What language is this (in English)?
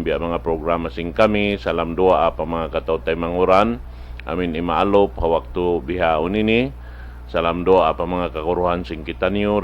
Tausug